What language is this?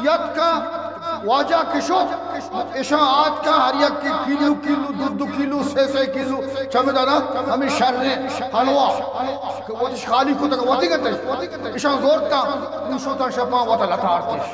Eastern Balochi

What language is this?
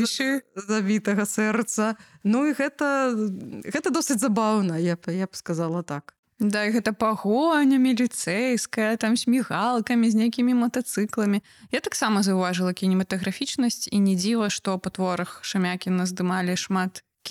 Belarusian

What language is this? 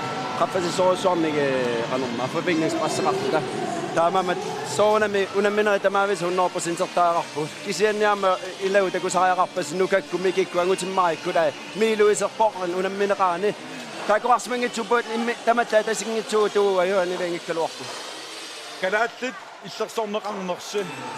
Kalaallisut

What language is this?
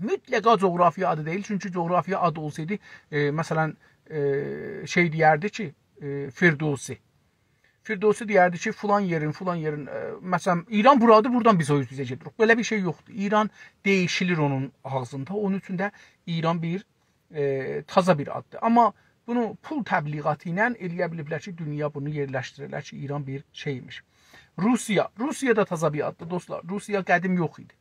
South Azerbaijani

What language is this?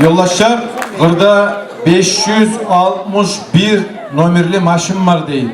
Kumyk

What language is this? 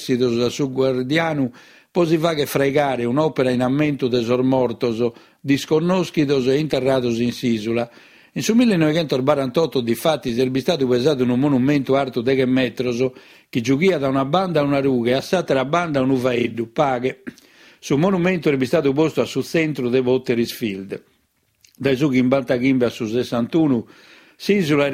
Sardinian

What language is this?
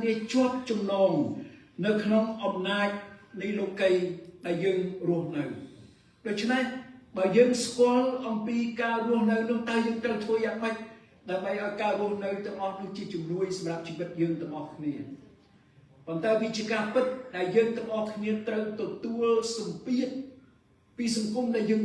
Khmer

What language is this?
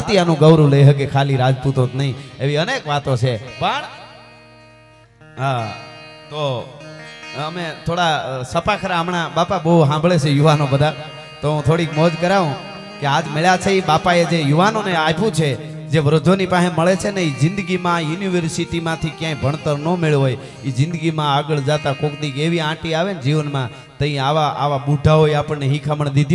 Gujarati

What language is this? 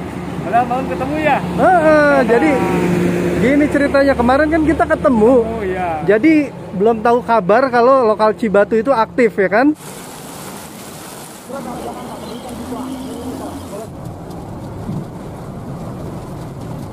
Indonesian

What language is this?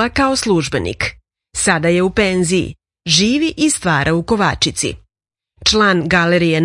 Serbian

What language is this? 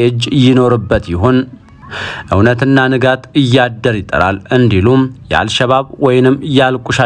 Amharic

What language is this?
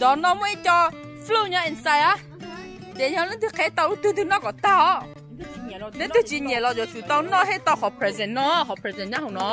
Hmong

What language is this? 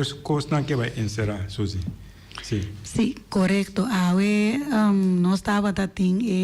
Papiamento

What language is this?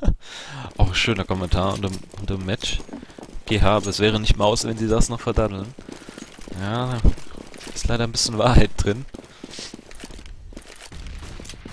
German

